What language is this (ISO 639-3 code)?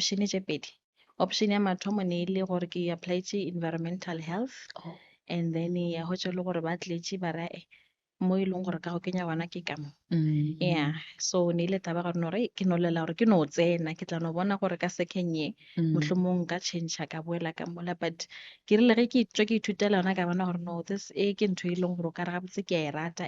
nso